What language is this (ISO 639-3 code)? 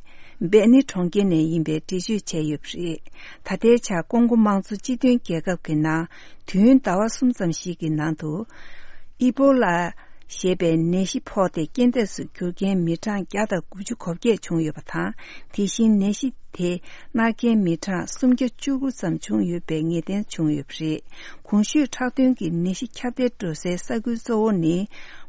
bod